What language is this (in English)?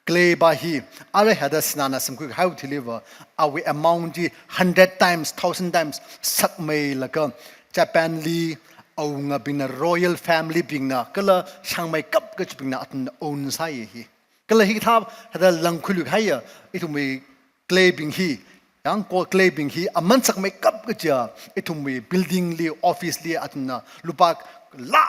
Tangkhul Naga (India)